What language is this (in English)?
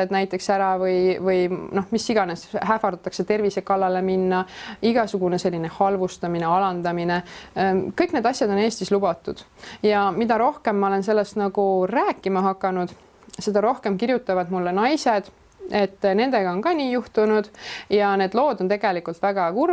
Estonian